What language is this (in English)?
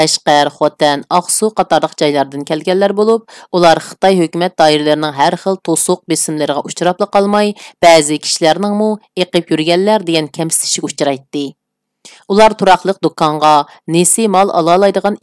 Uyghur